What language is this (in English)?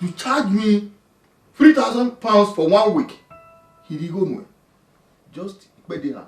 Bini